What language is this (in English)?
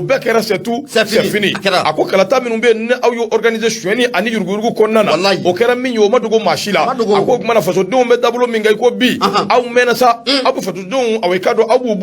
Bambara